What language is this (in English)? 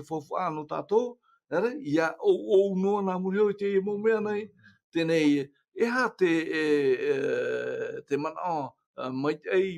Tahitian